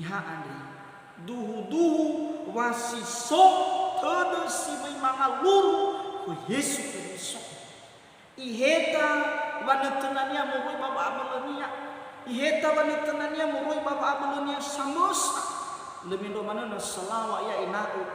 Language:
Nias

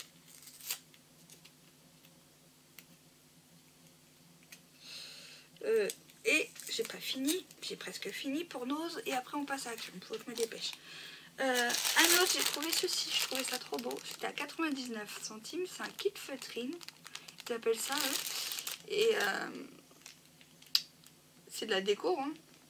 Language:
French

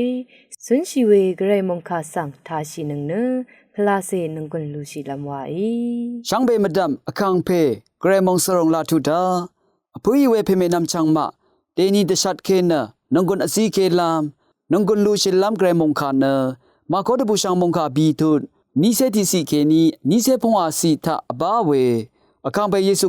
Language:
Rawang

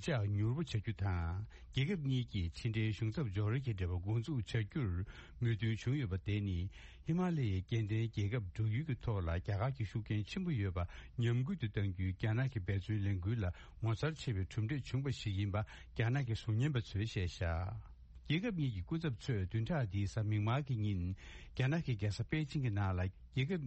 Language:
Tibetan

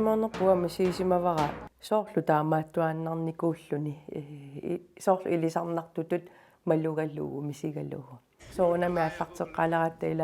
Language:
Kalaallisut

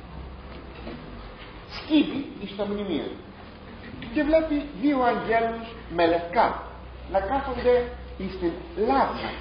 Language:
Greek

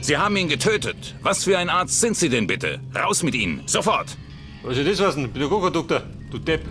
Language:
Bavarian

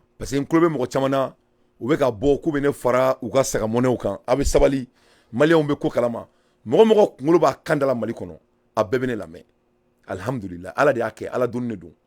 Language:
Bambara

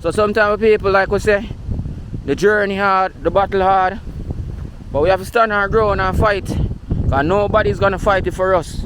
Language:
Jamaican Creole English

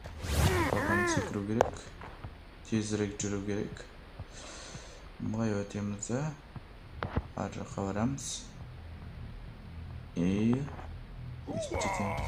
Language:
Kazakh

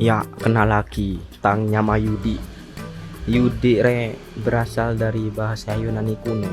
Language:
Madurese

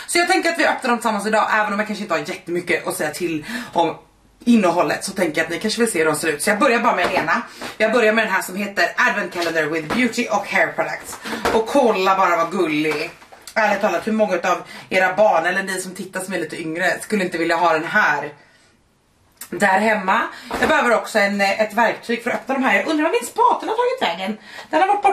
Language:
Swedish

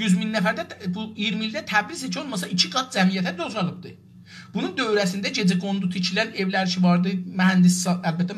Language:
South Azerbaijani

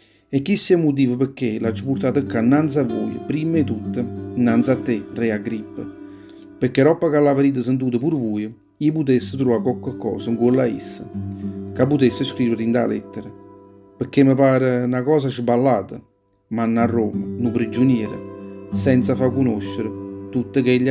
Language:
Neapolitan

